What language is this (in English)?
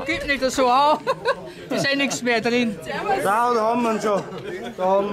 German